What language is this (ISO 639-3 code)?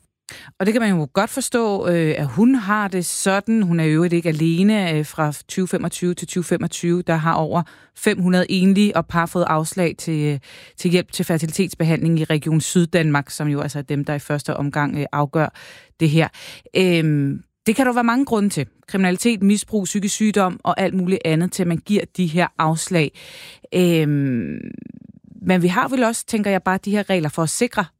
dan